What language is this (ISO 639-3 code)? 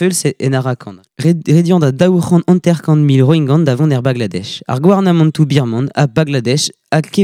bre